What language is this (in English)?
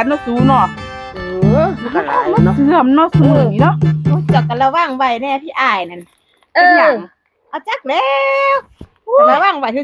Northeastern Thai